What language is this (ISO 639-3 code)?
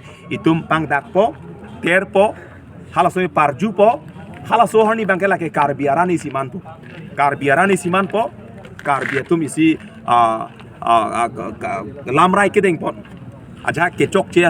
mjw